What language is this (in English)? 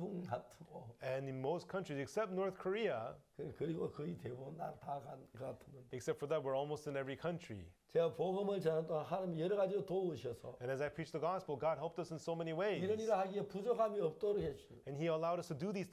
Korean